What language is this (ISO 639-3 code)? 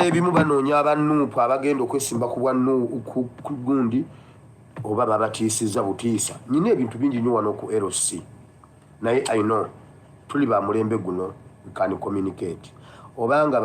lug